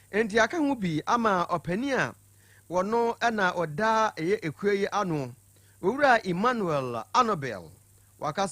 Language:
Akan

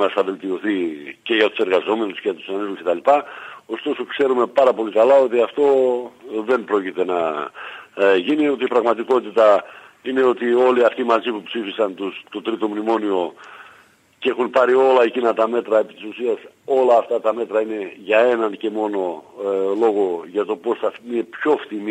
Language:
Greek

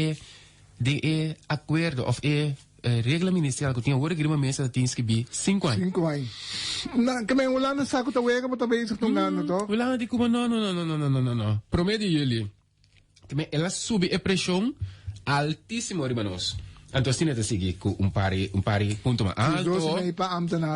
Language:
Papiamento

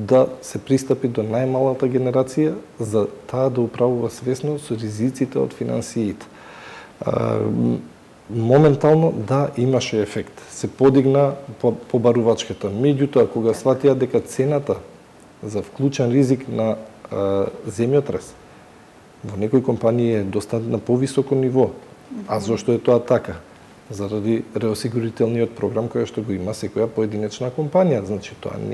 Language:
Macedonian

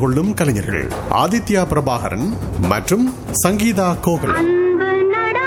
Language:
Tamil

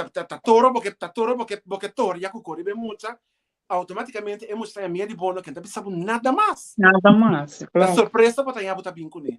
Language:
Papiamento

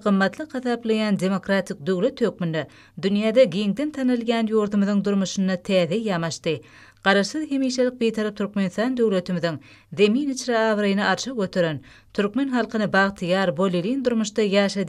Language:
Turkmen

